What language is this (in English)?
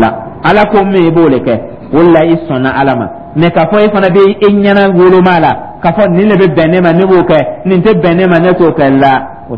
Dyula